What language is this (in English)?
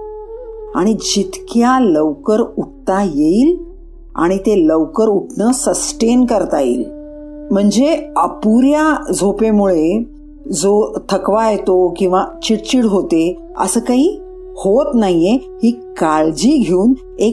Marathi